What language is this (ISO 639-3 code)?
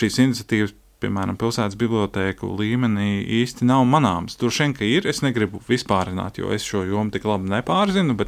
lav